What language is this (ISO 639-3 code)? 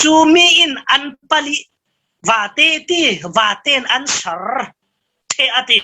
cfm